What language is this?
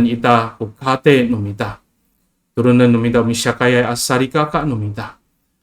Amis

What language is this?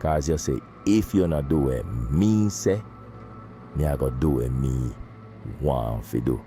Jamaican Creole English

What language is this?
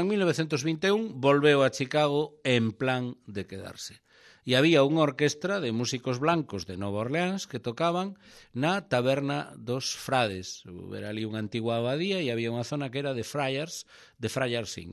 Galician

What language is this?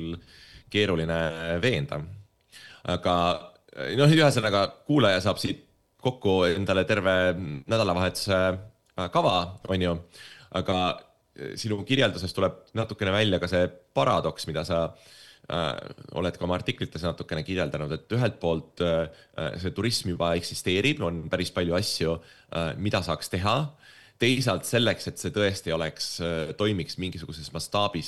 Estonian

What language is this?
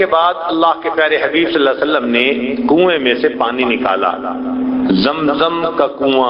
Urdu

